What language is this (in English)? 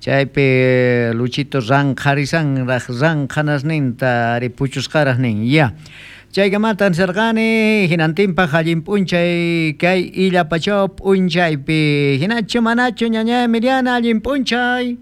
South Bolivian Quechua